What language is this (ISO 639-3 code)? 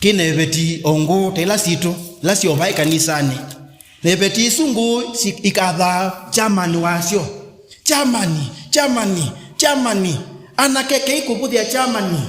kam